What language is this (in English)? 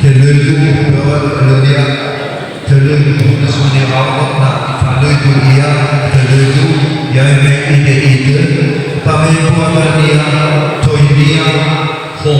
Nias